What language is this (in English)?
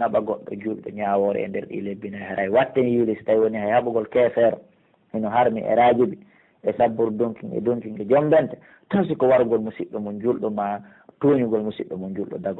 Pular